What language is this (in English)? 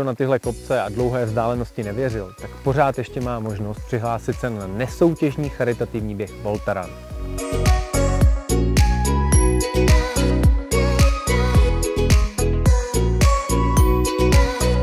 Czech